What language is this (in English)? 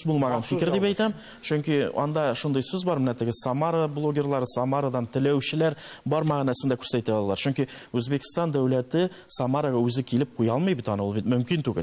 Tatar